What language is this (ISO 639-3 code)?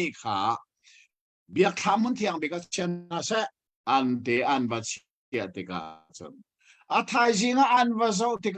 cnh